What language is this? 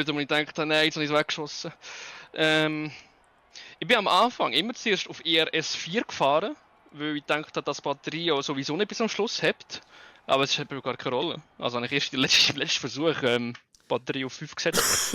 Swiss German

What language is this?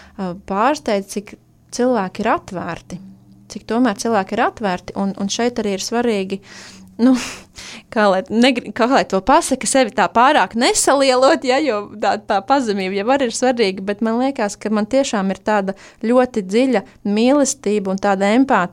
Latvian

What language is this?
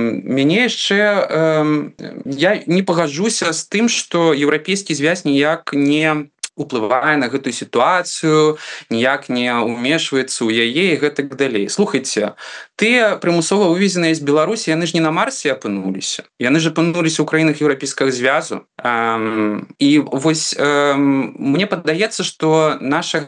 Belarusian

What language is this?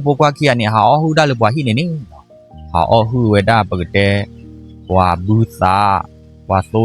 S'gaw Karen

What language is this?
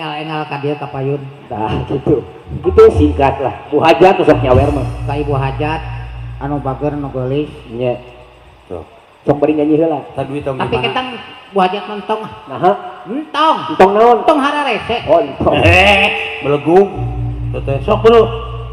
Sundanese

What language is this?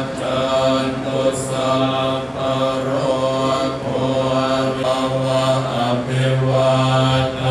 Pali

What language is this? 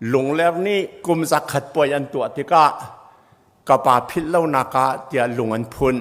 Hakha Chin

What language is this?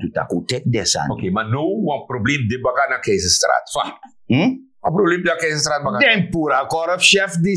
Sranan Tongo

